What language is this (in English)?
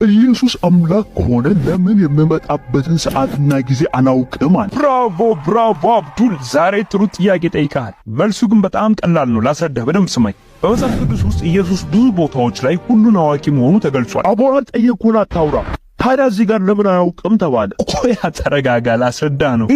Amharic